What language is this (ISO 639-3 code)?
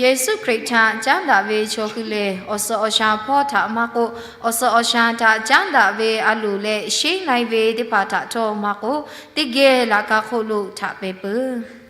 lhu